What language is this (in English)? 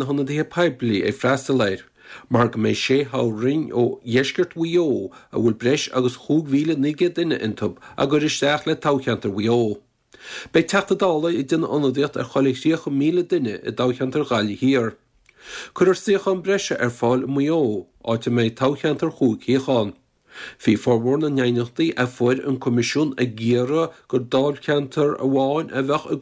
Irish